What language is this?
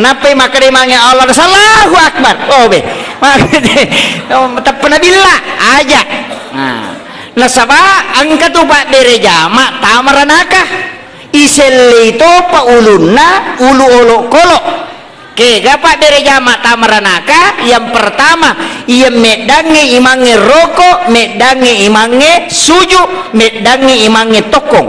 Buginese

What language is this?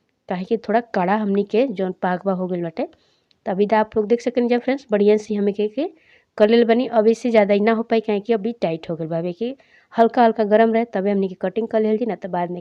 Bhojpuri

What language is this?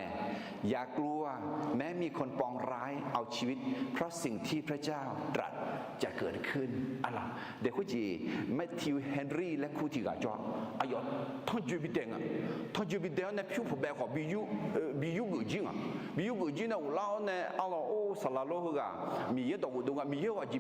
Akha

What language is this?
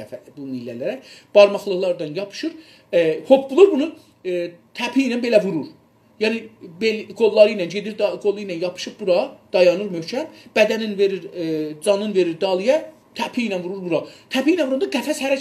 South Azerbaijani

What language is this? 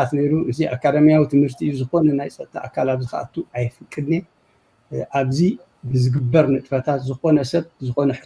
Tigrinya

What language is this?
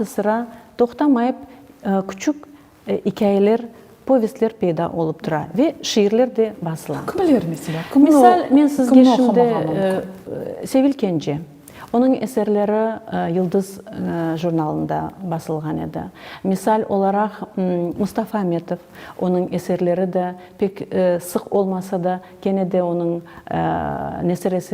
Crimean Tatar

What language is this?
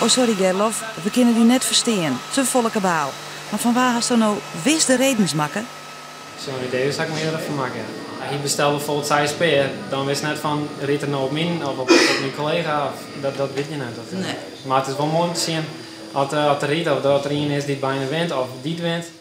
Western Frisian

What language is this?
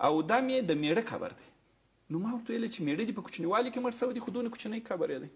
Pashto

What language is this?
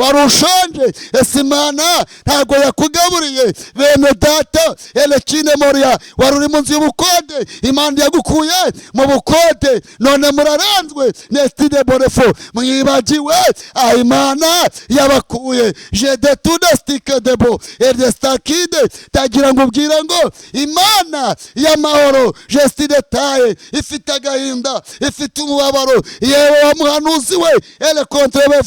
Kinyarwanda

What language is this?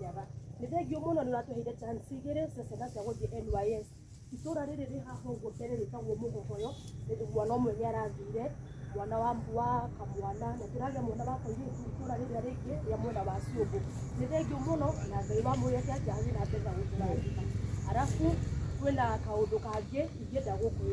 Kikuyu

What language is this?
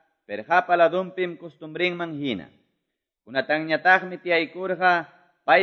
Quechua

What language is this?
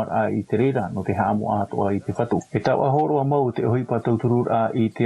Tahitian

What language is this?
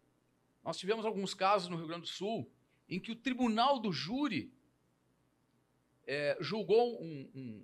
Portuguese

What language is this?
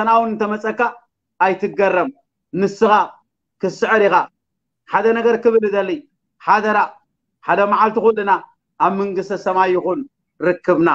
Tigrinya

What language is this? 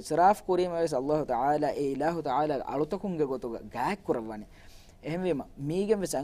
Divehi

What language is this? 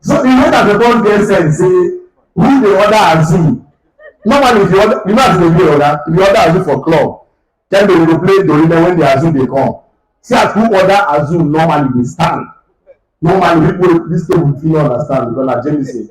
Nigerian Pidgin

